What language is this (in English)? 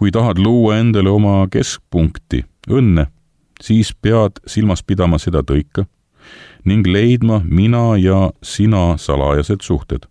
Estonian